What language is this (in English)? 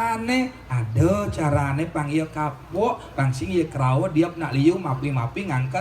Balinese